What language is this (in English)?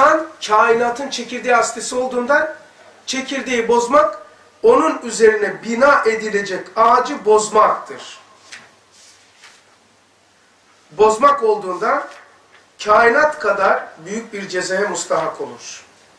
Turkish